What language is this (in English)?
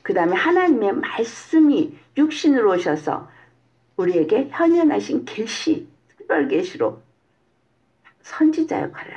Korean